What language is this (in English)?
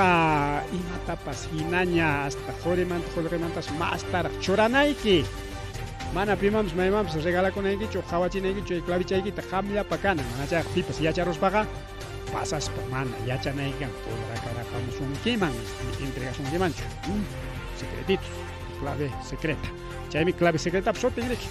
Ayacucho Quechua